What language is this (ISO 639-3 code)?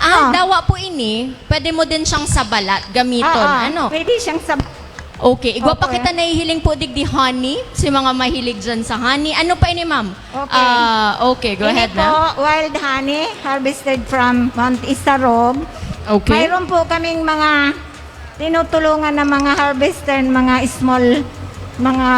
bik